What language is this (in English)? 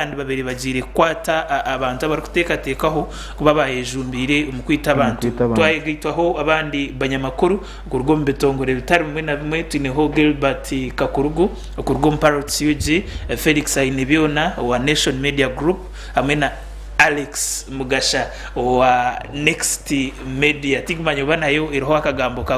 Nyankole